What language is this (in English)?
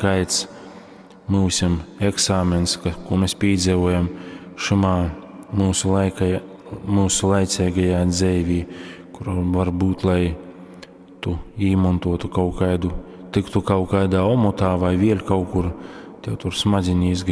Latgalian